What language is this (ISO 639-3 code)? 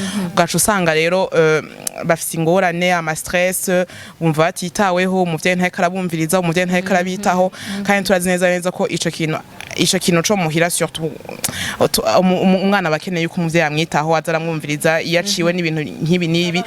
run